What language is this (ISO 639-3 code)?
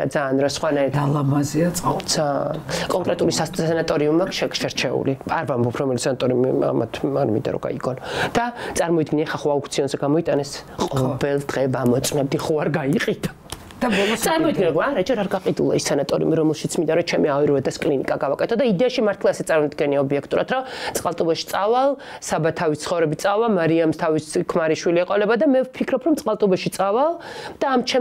kat